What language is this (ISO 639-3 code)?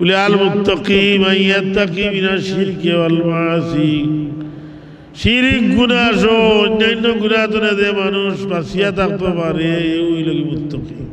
syl